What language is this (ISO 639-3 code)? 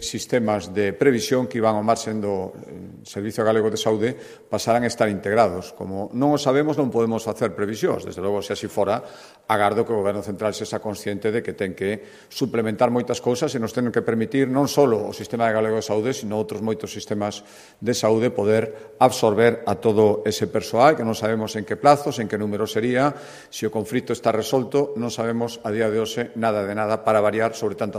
glg